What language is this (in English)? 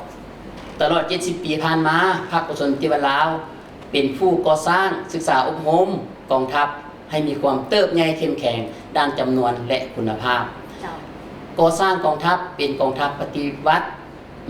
Lao